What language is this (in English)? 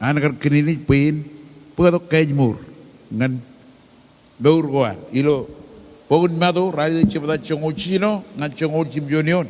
Marshallese